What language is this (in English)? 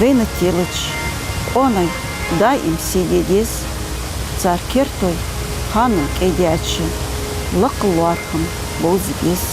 Ingush